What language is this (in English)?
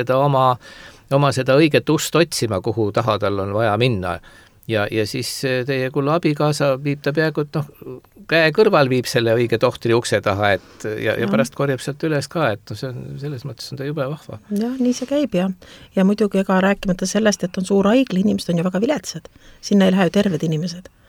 Estonian